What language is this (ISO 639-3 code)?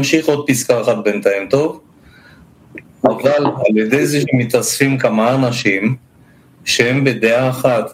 heb